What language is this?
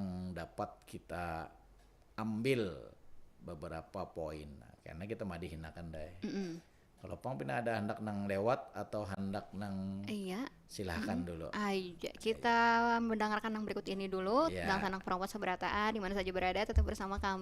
Banjar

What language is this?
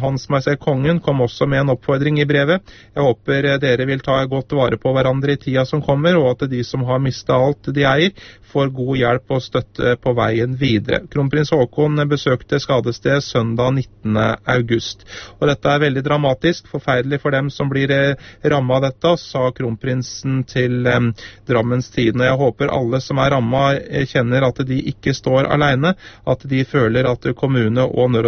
Norwegian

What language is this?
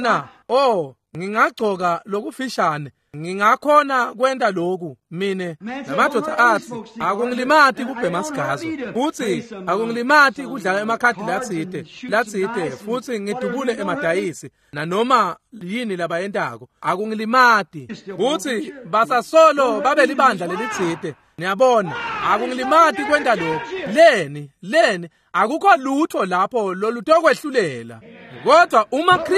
Swati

